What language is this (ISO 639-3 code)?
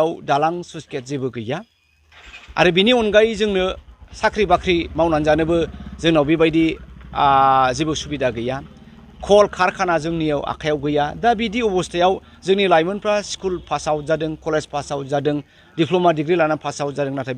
brx